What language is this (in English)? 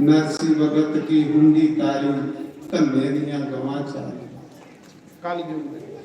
Dogri